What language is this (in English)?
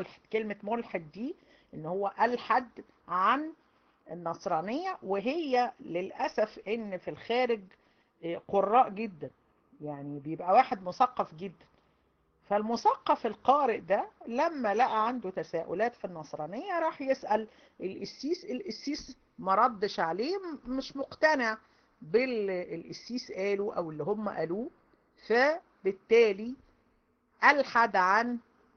Egyptian Arabic